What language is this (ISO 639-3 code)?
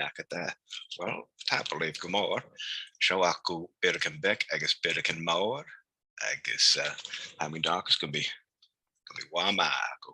gla